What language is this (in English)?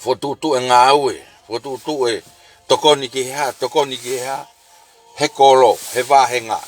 Tongan